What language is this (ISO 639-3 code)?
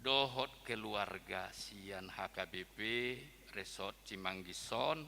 bbc